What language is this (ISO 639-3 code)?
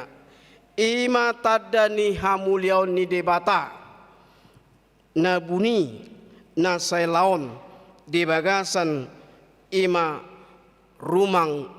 bbc